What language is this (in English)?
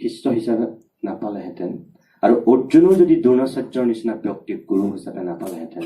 Assamese